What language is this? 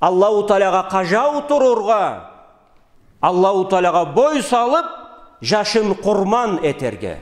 Karachay-Balkar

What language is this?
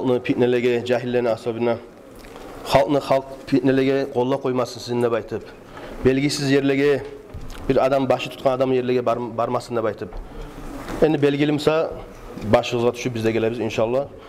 Kumyk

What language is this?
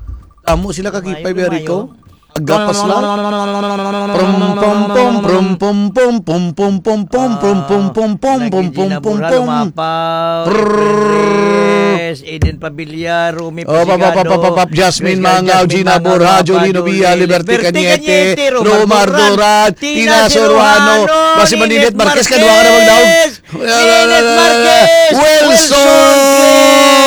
Hiligaynon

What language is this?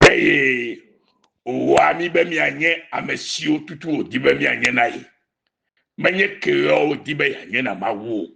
Ewe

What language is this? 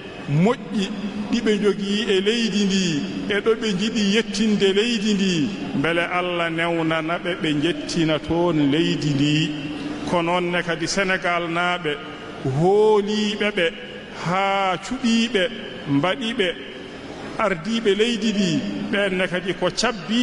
Fula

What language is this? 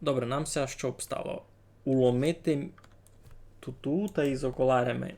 Rusyn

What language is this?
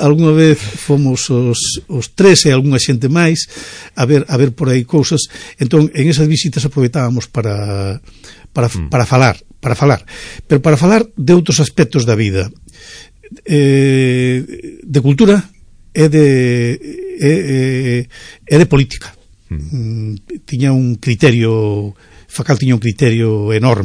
Galician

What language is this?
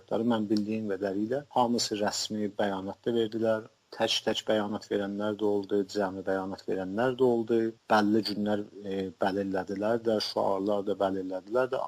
South Azerbaijani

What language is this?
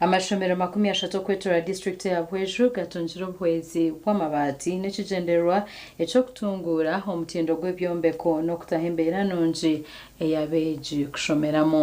Nyankole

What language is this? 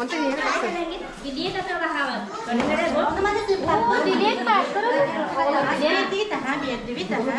Yakut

